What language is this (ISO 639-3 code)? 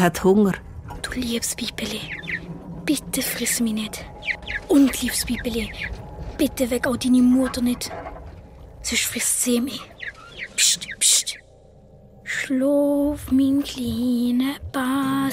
gsw